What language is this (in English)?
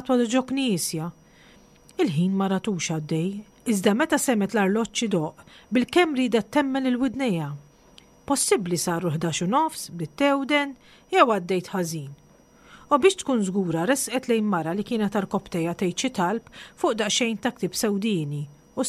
Maltese